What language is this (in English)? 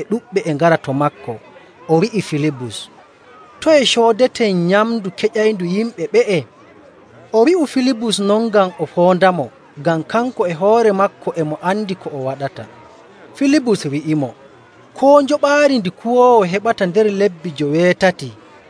Nigerian Fulfulde